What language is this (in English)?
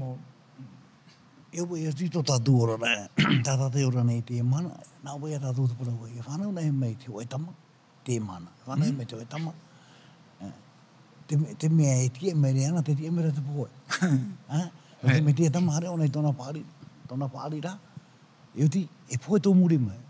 Tahitian